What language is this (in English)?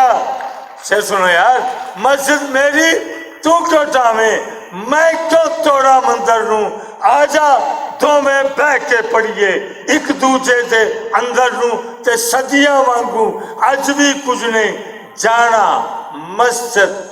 Western Panjabi